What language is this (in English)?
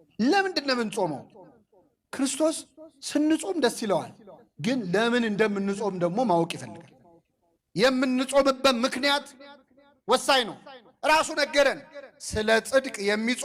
Amharic